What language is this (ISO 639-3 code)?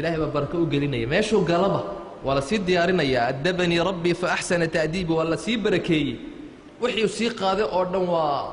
som